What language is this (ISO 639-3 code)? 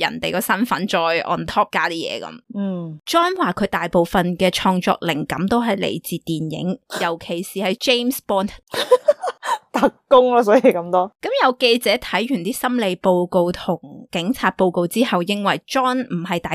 yue